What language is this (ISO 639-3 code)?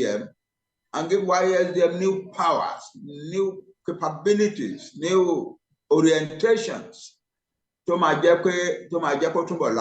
yor